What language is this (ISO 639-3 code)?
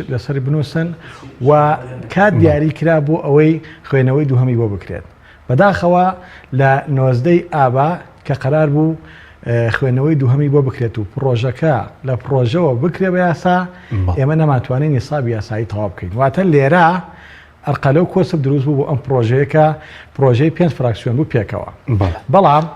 ckb